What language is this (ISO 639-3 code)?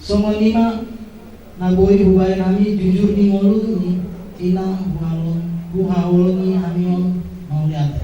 bbc